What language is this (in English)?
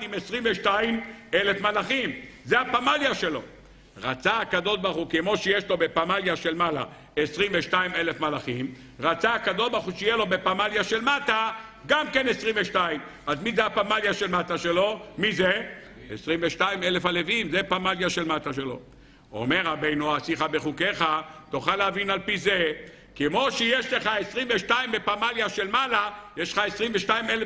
Hebrew